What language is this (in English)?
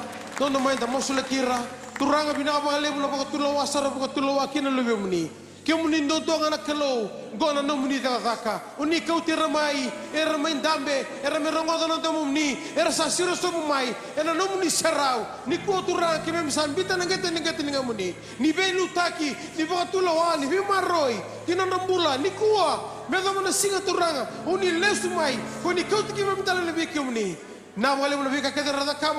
Fijian